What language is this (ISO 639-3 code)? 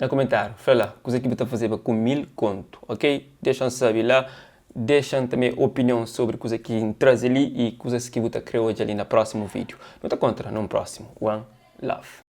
kea